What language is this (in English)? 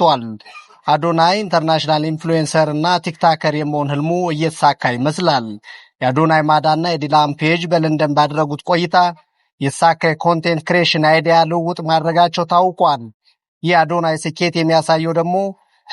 Amharic